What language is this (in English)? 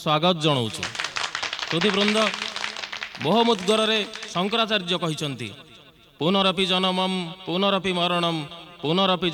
Odia